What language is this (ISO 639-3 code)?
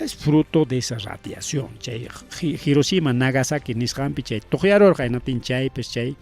quy